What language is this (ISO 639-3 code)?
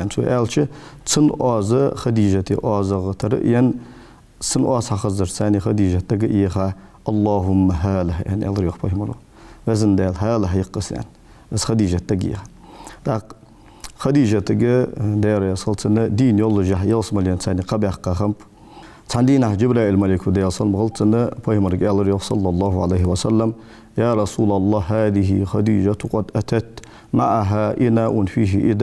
inh